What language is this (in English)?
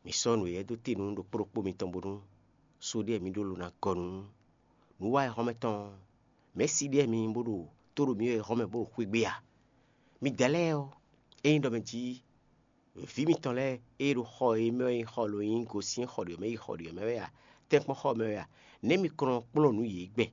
Fon